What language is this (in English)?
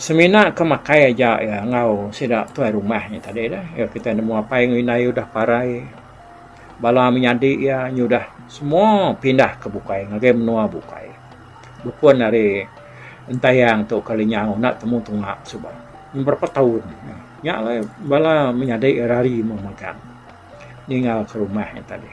Iban